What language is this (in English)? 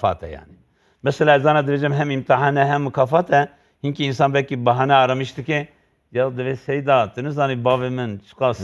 Kurdish